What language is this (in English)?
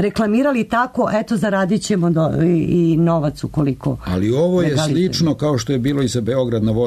Serbian